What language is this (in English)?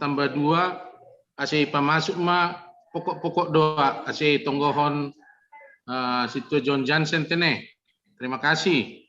Batak Simalungun